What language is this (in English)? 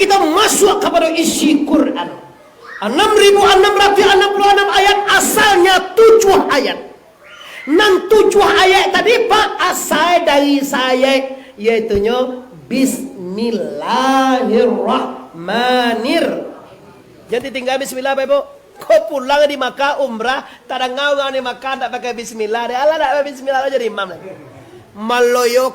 Minangkabau